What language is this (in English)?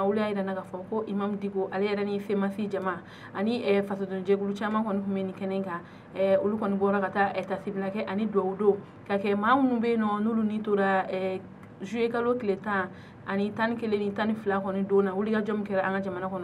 Bambara